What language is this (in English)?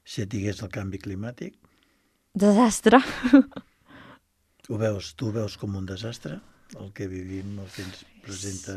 Catalan